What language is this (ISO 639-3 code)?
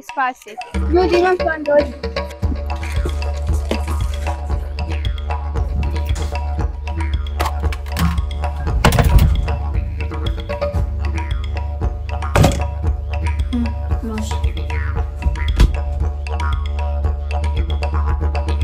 hrv